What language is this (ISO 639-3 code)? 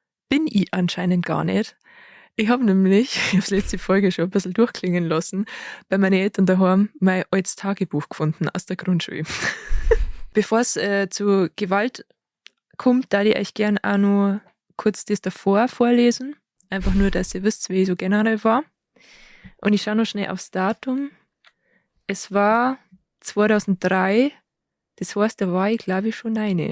bar